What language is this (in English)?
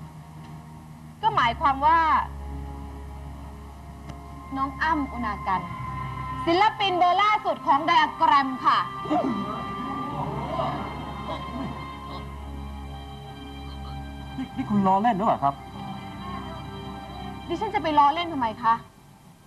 Thai